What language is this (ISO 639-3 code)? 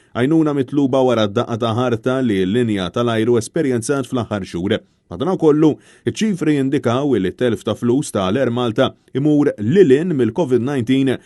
mlt